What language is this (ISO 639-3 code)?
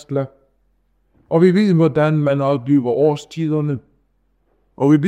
dan